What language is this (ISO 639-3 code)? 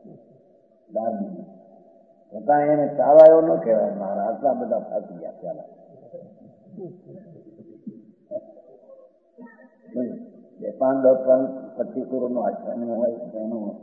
guj